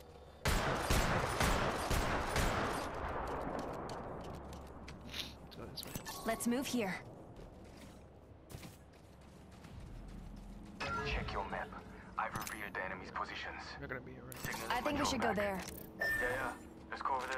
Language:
English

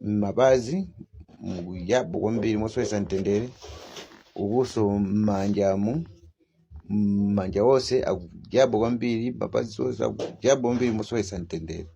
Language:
Nyanja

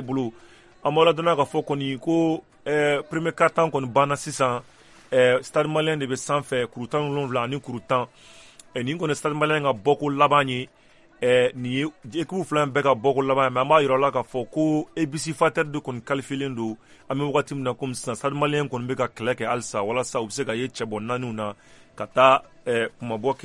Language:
Bambara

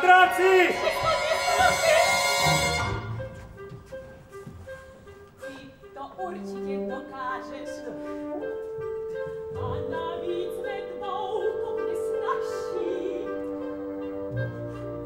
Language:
Czech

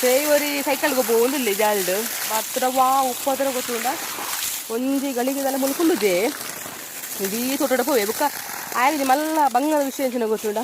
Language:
Tulu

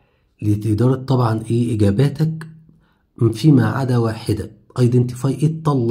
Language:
Egyptian Arabic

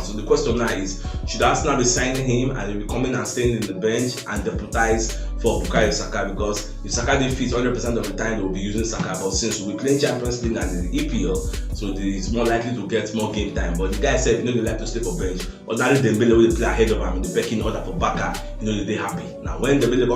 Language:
Nigerian Pidgin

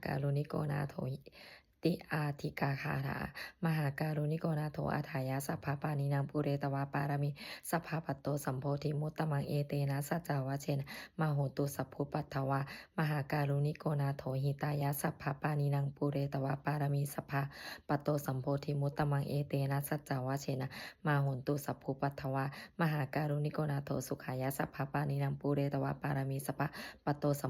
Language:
Pali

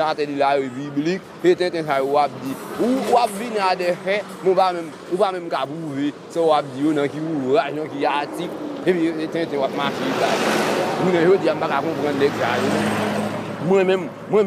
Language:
Haitian Creole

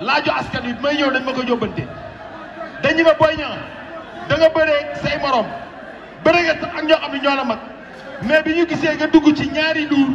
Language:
Wolof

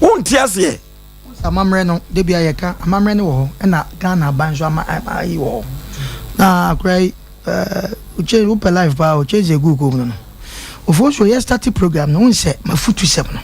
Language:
Akan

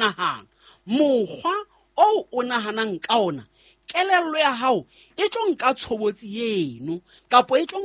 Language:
Southern Sotho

